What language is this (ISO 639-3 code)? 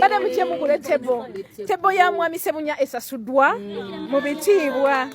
lug